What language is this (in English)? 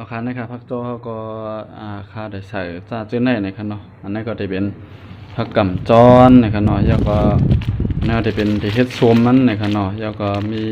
Shan